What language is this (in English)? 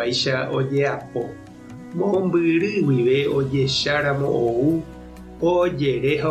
Guarani